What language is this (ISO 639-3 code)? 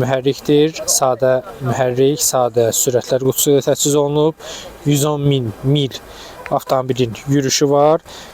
aze